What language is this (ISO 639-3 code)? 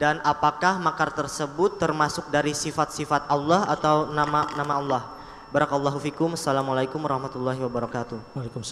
ind